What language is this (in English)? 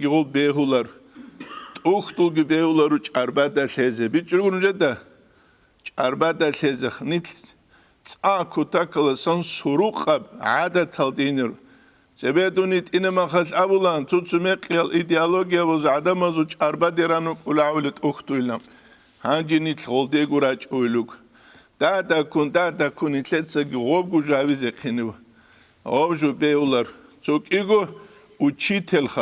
Avaric